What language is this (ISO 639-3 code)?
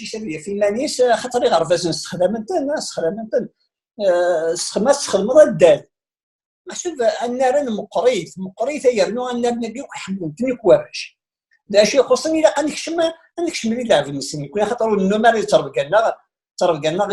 kab